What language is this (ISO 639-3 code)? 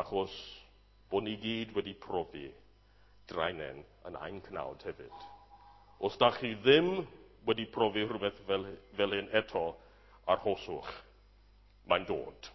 cym